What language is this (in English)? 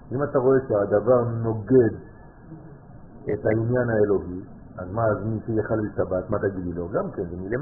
Hebrew